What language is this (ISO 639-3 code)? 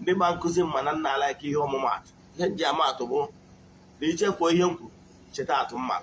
ibo